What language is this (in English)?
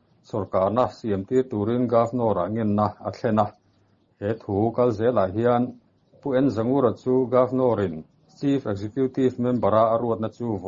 Mizo